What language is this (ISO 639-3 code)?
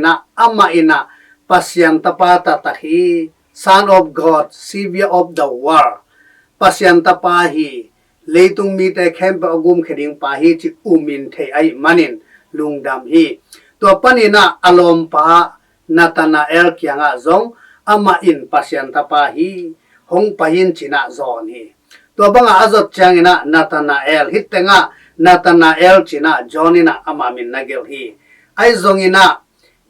ctd